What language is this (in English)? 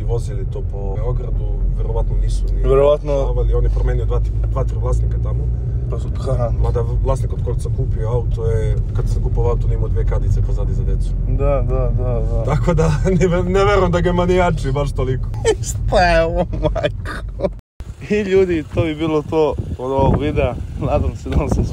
Serbian